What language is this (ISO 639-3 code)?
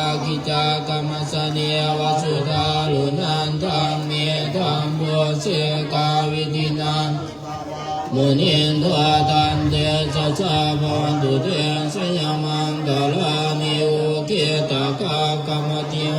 pli